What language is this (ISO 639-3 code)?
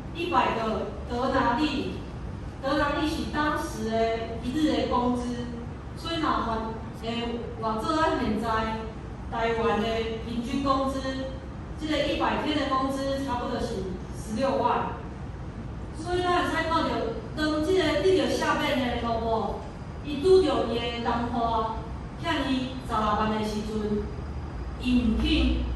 nan